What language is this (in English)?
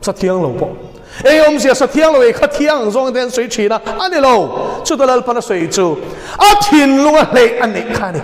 Mizo